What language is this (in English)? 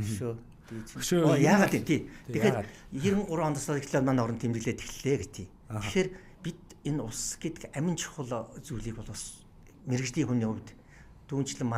Mongolian